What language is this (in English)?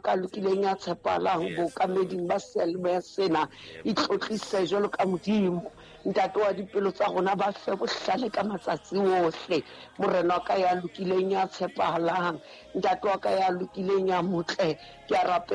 Southern Sotho